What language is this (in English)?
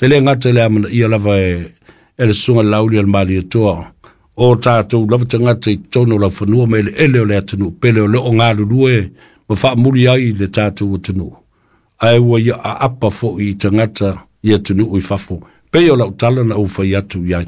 Samoan